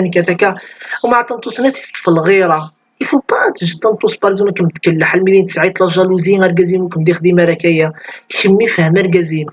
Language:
Kabyle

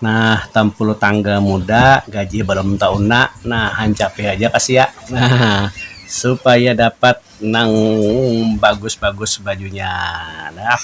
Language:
Banjar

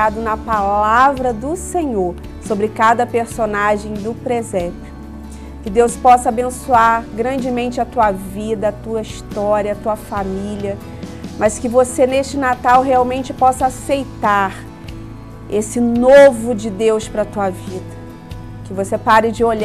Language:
Portuguese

